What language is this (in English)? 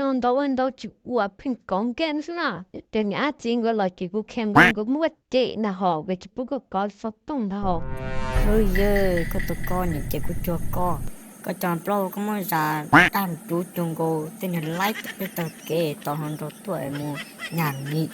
Hmong